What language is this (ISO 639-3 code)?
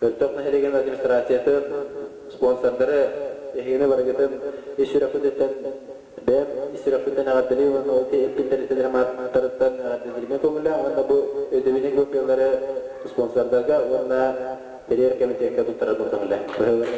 sah